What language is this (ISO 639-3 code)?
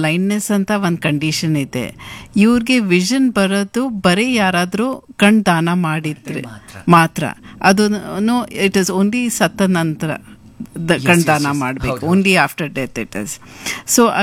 kan